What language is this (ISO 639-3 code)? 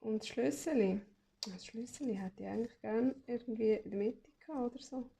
gsw